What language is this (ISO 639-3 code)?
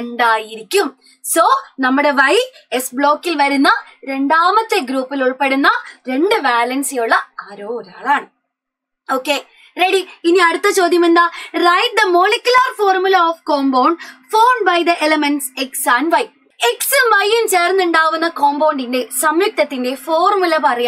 mal